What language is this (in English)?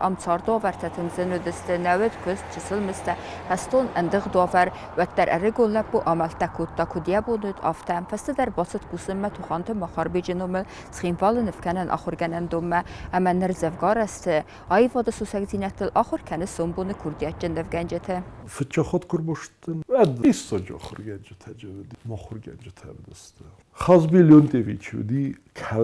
Ossetic